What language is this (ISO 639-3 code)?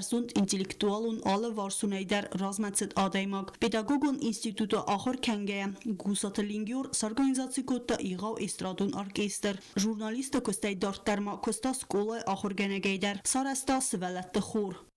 oss